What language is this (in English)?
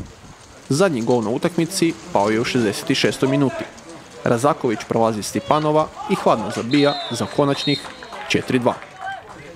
Croatian